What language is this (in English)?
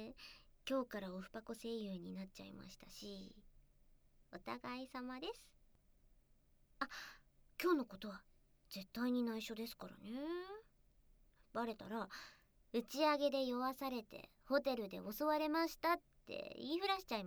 Japanese